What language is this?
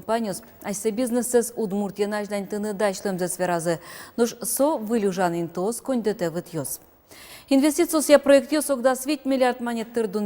Udmurt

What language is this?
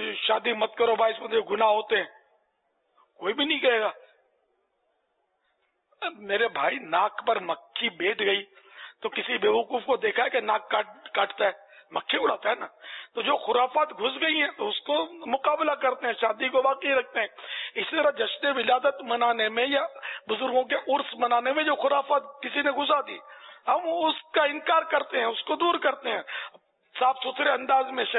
Urdu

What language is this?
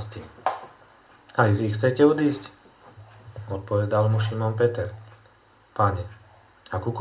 Slovak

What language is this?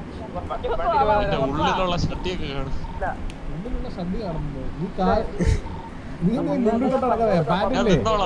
Malayalam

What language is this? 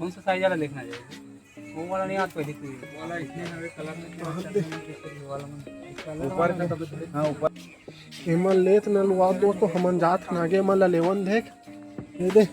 Chhattisgarhi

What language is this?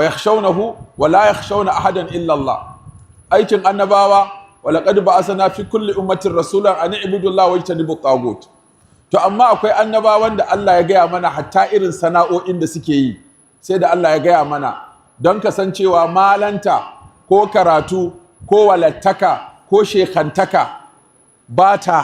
Hausa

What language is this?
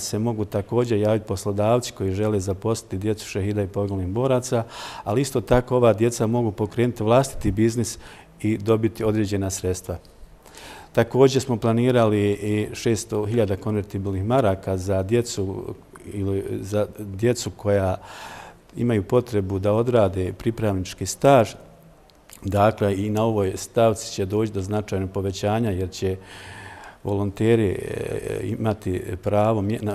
Bosnian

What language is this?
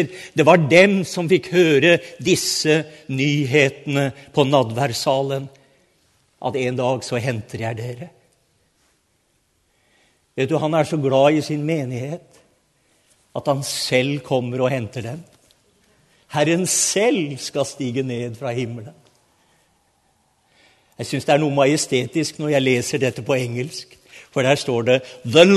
Norwegian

